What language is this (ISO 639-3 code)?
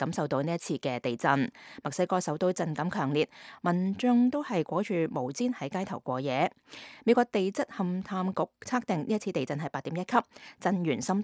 yue